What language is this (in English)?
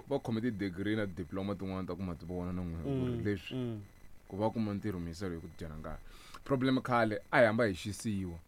Tsonga